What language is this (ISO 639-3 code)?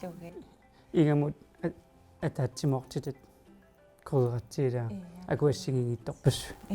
kal